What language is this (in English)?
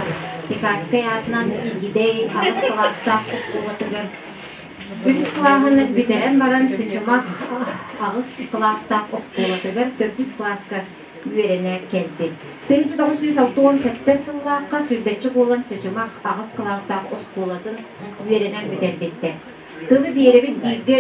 Yakut